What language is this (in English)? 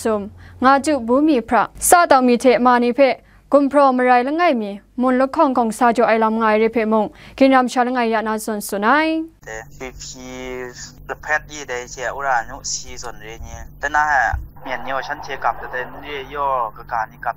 Kachin